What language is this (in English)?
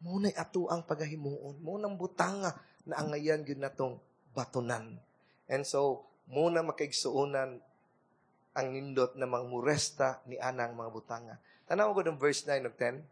Cebuano